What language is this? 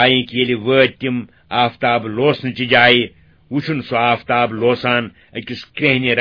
Kashmiri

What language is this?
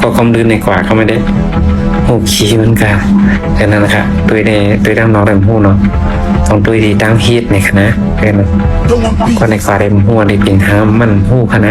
Shan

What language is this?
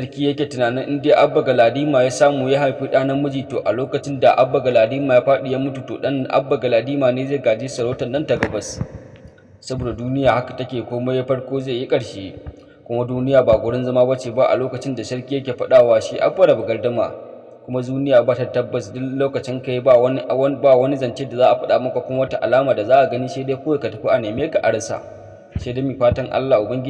Hausa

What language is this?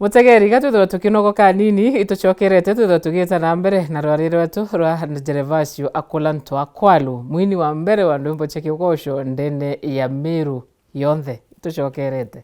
Meru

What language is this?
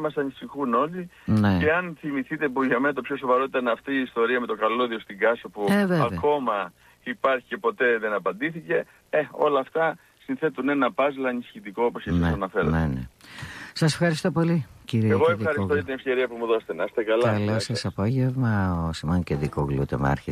Greek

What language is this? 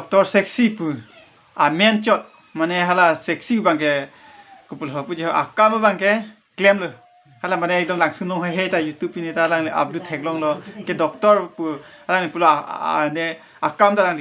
Karbi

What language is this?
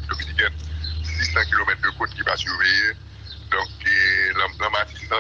Haitian Creole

